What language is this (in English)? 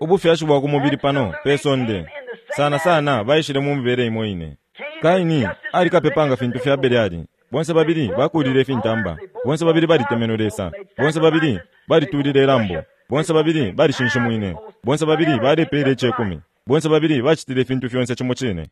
Bemba